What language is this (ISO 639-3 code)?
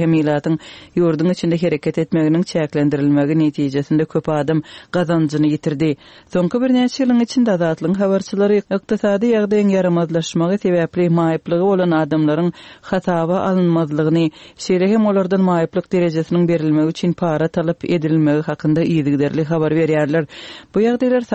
tuk